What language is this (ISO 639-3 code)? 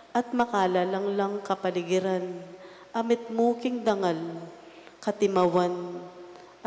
pam